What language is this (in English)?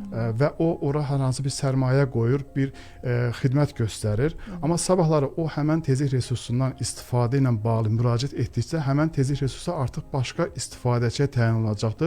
Azerbaijani